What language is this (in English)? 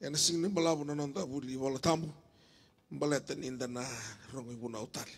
Fijian